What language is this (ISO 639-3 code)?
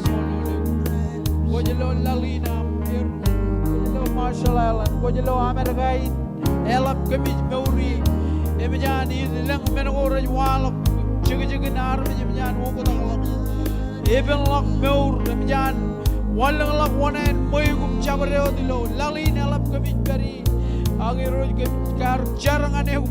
mah